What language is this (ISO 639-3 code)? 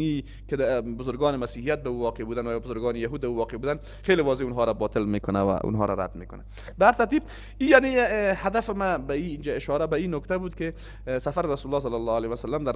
fas